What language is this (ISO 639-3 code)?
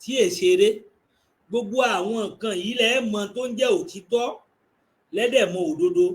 yor